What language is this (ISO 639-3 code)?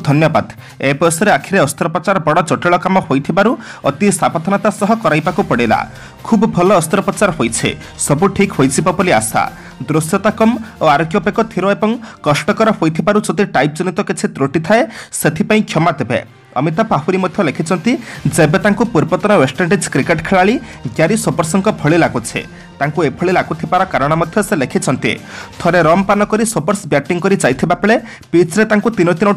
ori